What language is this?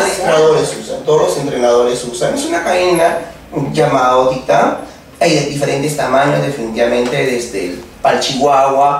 Spanish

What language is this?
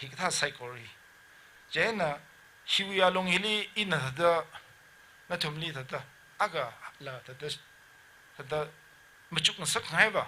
Tangkhul Naga (India)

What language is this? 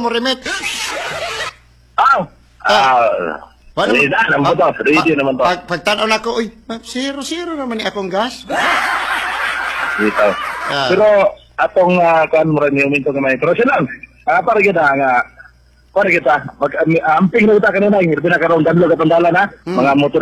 Cebuano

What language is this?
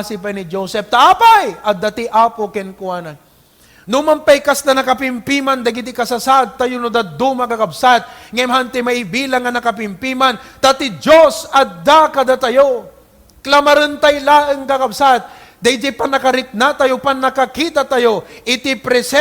Iloko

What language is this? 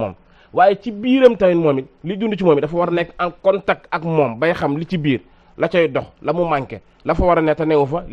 Wolof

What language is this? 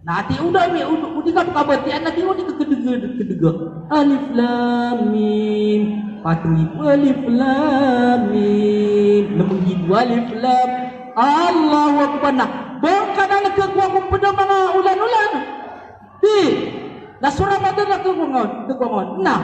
Maranao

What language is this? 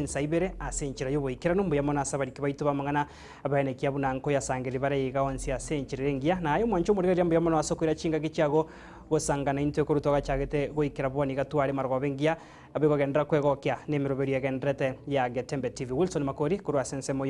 Gusii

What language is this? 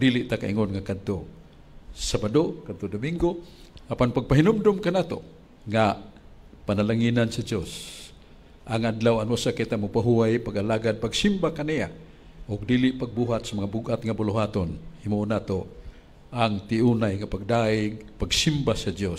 Cebuano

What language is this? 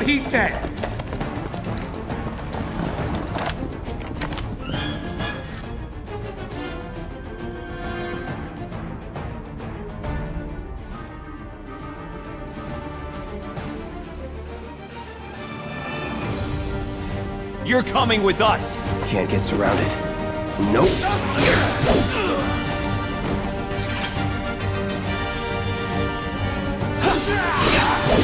English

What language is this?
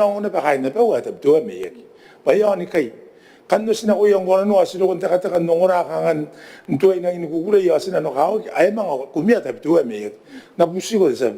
Gilbertese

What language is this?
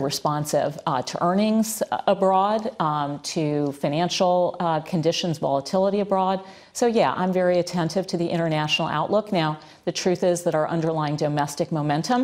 English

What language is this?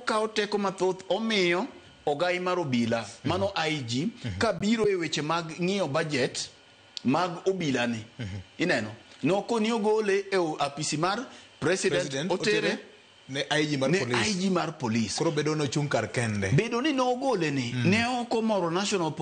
Luo (Kenya and Tanzania)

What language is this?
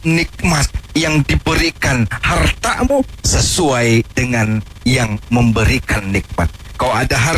Malay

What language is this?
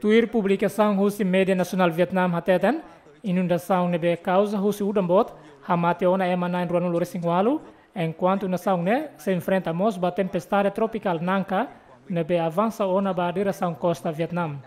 Tetum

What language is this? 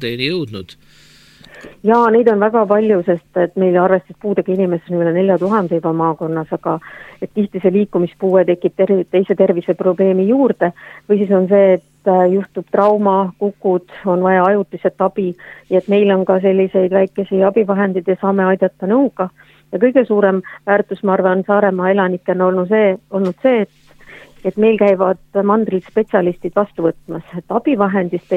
Estonian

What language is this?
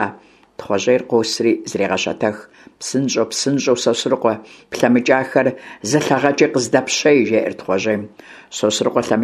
Kabardian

